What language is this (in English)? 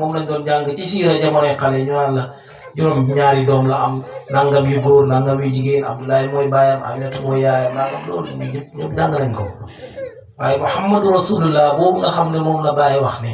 Wolof